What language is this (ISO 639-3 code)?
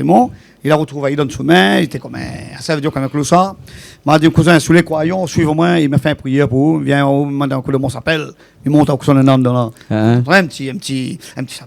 rcf